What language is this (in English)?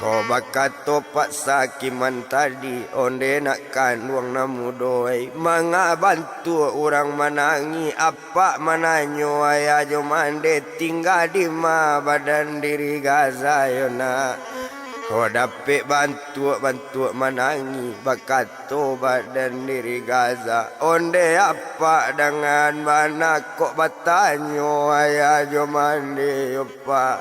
Minangkabau